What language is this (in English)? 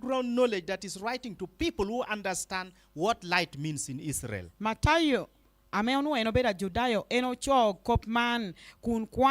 Lango (Uganda)